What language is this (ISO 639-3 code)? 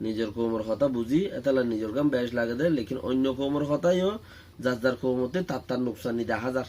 rhg